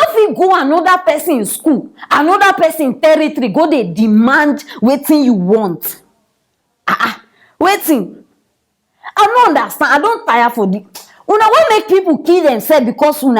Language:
Nigerian Pidgin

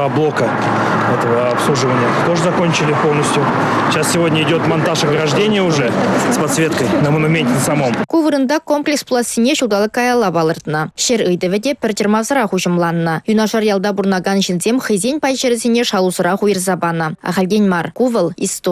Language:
Chuvash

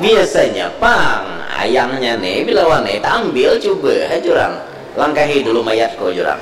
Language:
Banjar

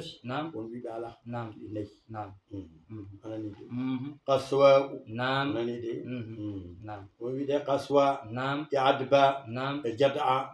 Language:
Fula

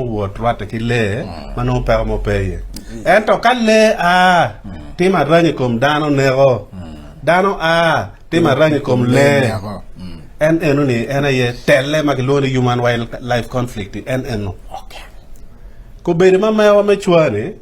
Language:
Acoli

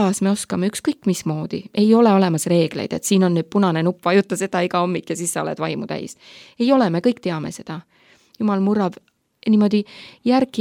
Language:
Estonian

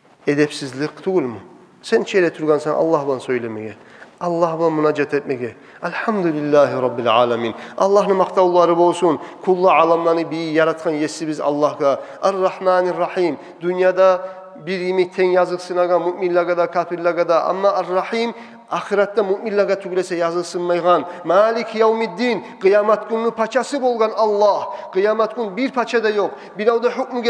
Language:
Kumyk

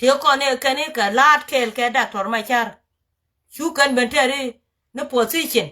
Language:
Nuer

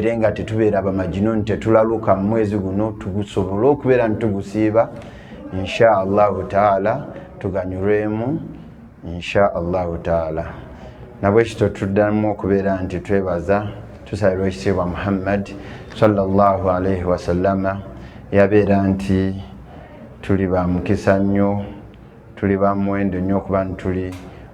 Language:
Ganda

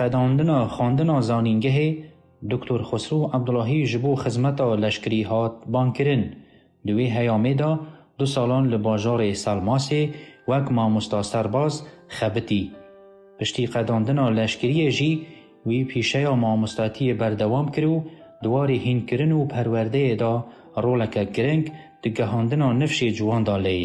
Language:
Kurdish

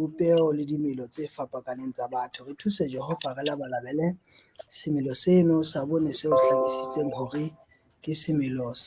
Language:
Southern Sotho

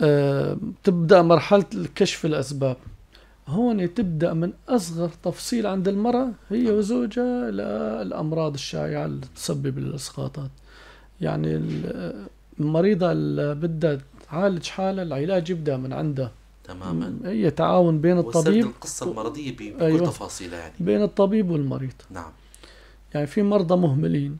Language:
North Levantine Arabic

